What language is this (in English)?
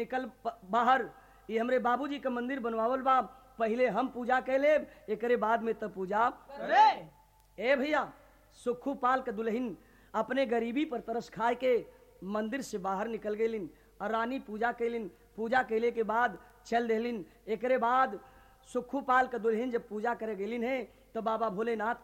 Bhojpuri